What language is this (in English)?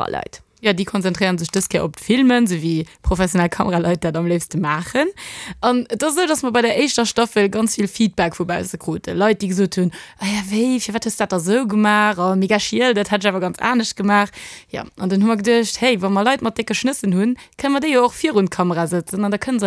Luxembourgish